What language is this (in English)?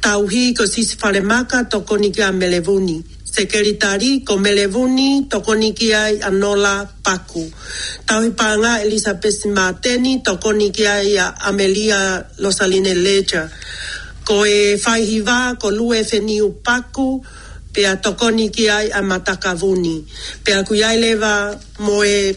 Tongan